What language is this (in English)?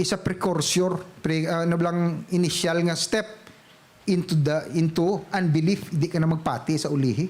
Hiligaynon